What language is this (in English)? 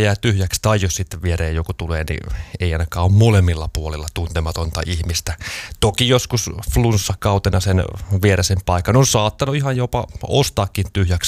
Finnish